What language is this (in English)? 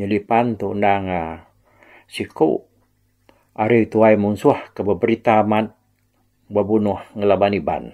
Iban